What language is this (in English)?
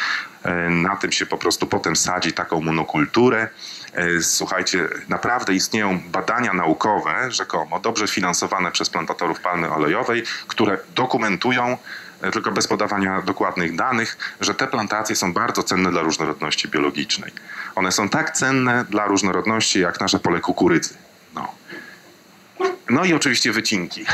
Polish